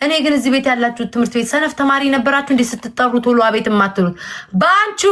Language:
Amharic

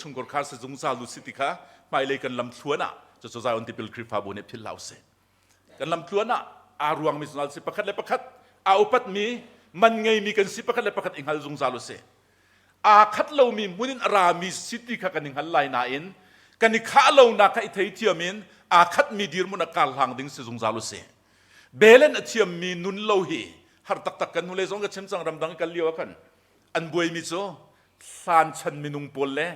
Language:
Hakha Chin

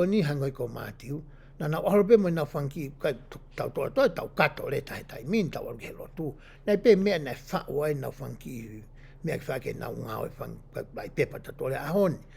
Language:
Tongan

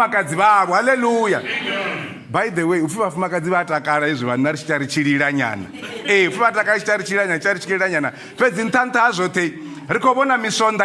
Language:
Venda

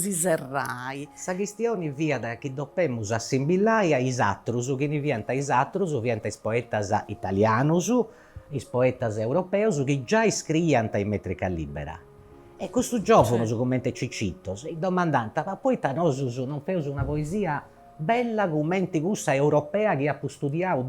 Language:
Sardinian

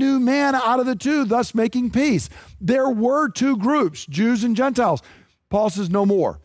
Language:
English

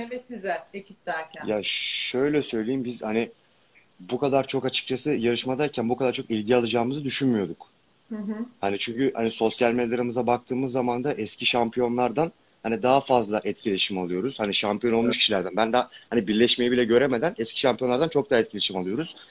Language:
Turkish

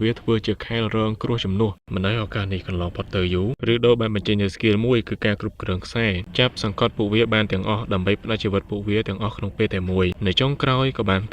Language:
Khmer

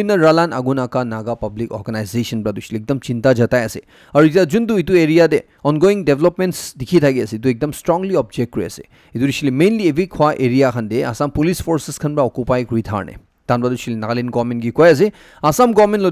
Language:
Naga Pidgin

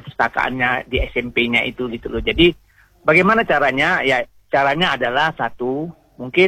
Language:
Indonesian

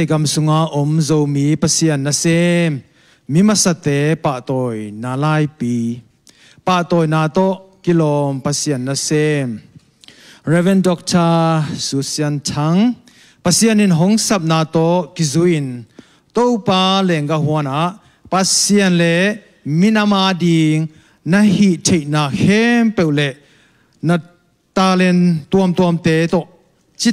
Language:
Tedim Chin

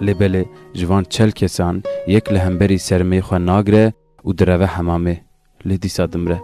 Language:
Kurdish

